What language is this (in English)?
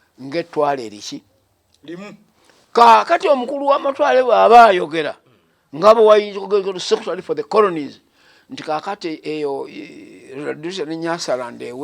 Ganda